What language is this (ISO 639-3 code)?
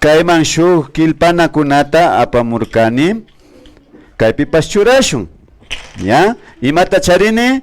qvi